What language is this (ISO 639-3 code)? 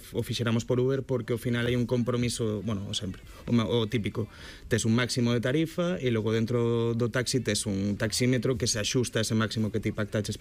glg